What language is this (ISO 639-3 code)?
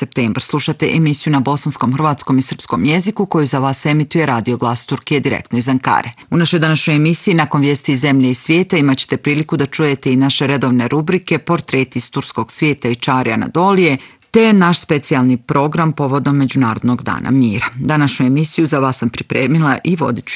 bos